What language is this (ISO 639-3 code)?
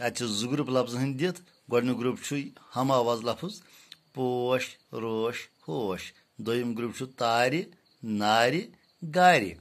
kas